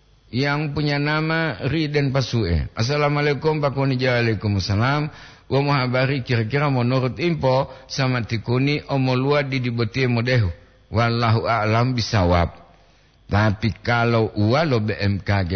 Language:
Gorontalo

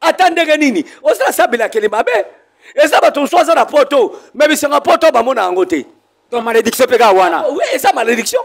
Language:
Lingala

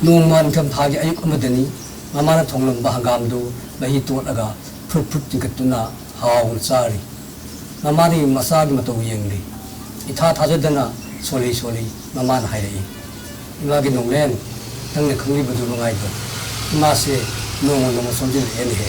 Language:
Manipuri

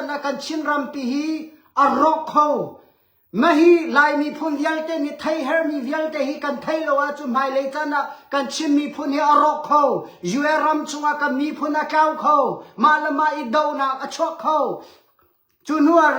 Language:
Hakha Chin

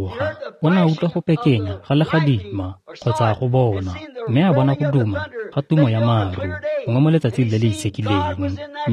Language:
Tswana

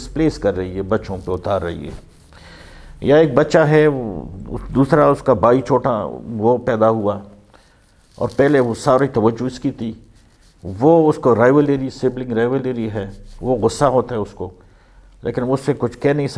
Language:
Urdu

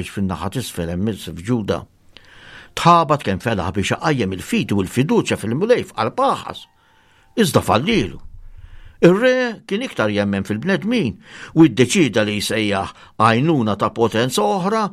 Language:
Maltese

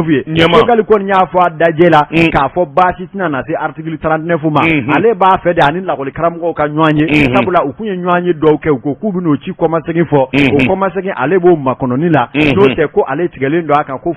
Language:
Bambara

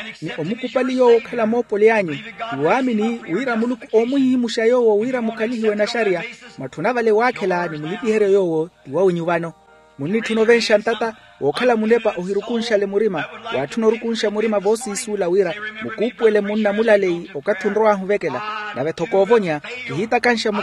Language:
Makhuwa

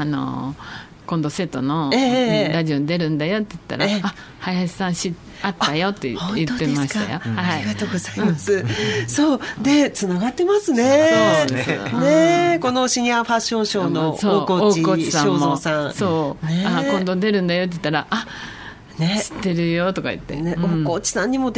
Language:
Japanese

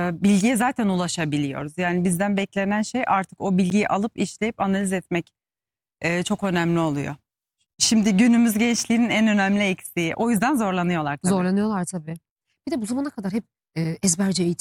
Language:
Turkish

